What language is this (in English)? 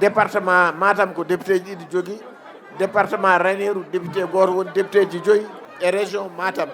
Fula